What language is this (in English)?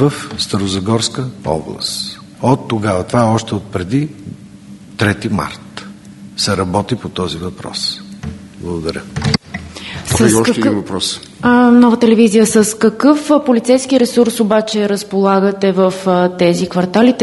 Bulgarian